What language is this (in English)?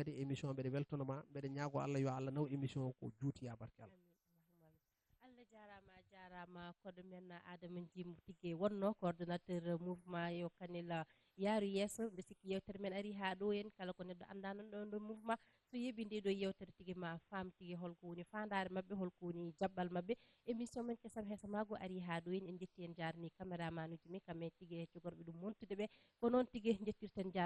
Fula